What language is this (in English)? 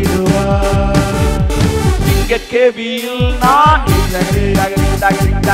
Tamil